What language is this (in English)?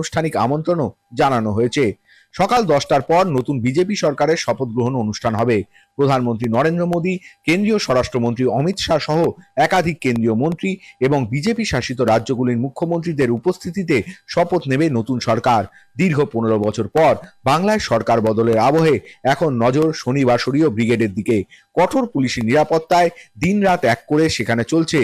Bangla